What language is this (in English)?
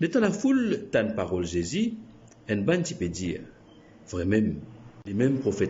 Morisyen